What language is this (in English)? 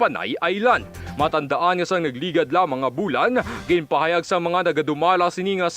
Hiligaynon